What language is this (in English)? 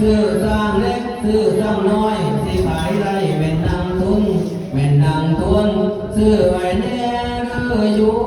Northeastern Thai